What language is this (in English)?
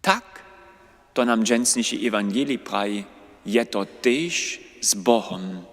Upper Sorbian